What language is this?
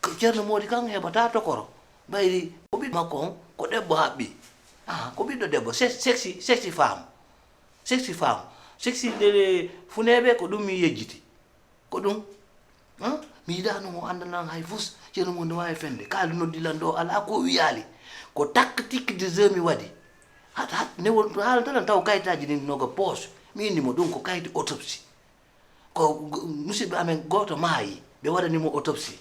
Fula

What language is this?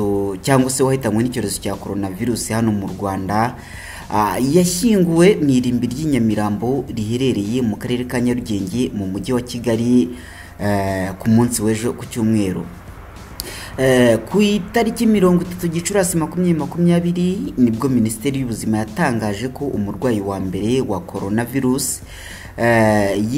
Kinyarwanda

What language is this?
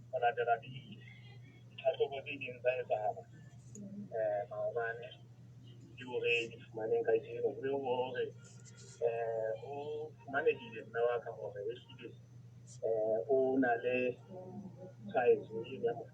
Southern Sotho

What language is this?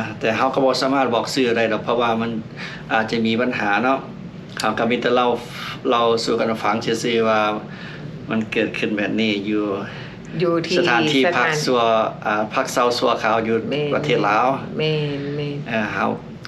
Lao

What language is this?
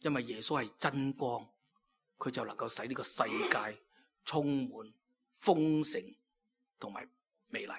Cantonese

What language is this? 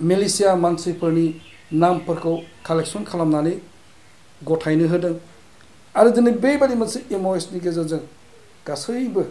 Bodo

